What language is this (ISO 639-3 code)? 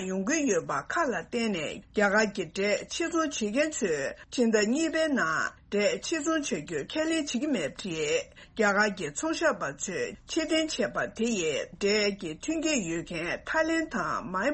bod